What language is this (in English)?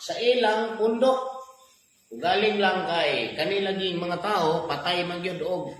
Cebuano